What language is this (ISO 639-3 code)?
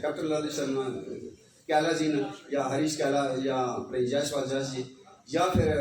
doi